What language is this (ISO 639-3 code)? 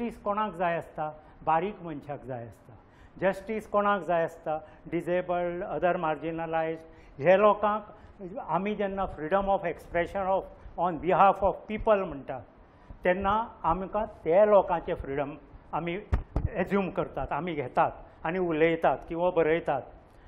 kok